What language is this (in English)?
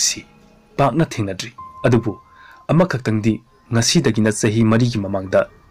Manipuri